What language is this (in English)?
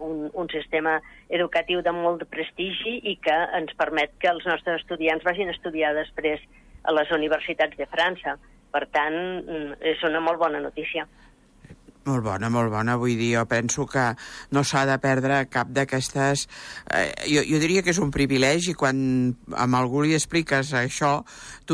Catalan